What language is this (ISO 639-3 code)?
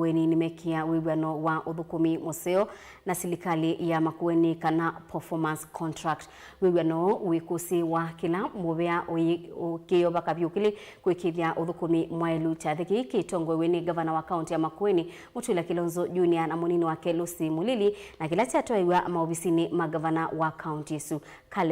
kam